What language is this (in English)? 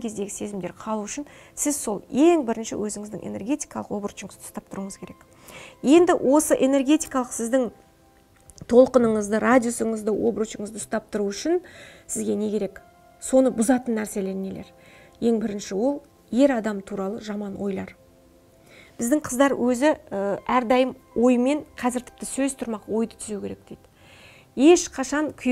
Kazakh